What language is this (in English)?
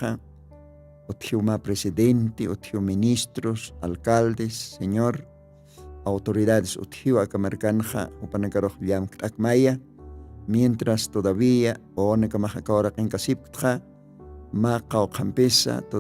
Aymara